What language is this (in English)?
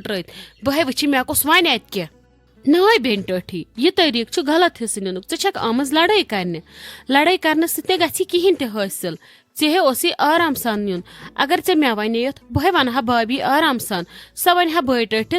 Kashmiri